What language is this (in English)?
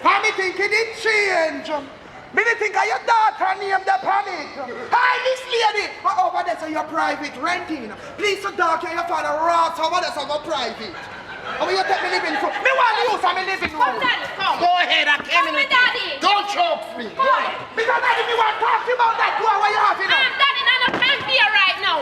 Jamaican Creole English